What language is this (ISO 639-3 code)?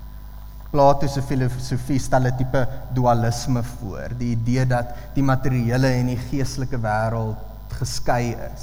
afr